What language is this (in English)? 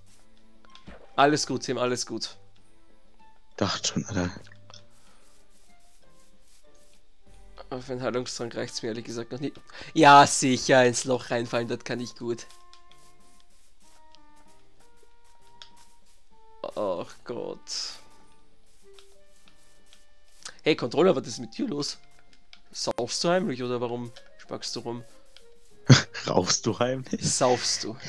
German